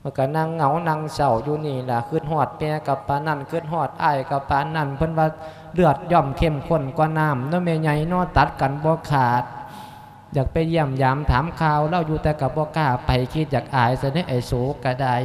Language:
Lao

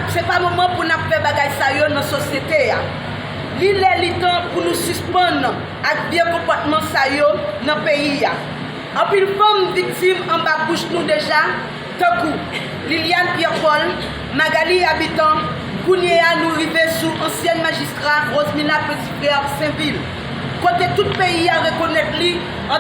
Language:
Haitian Creole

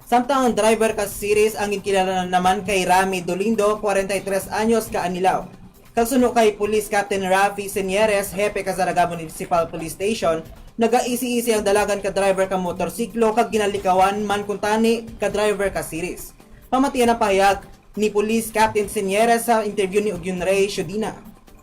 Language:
Hiligaynon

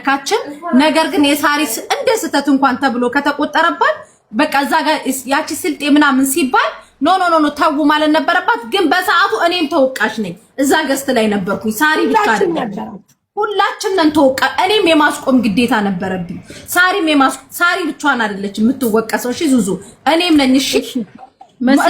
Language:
Amharic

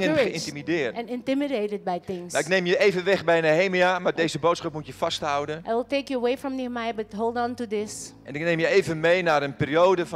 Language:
Dutch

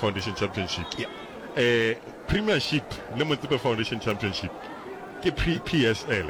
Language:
Northern Sotho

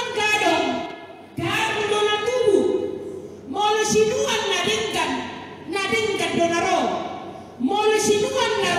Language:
Batak Toba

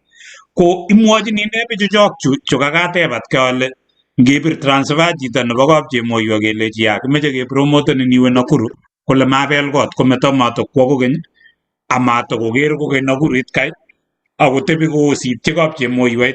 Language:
Kalenjin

